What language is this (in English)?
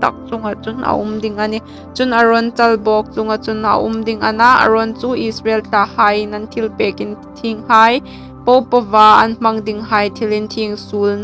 Hmar